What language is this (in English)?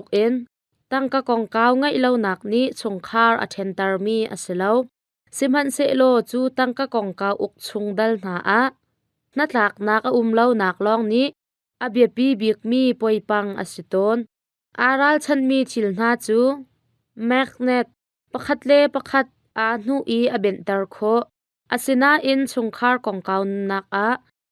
Hakha Chin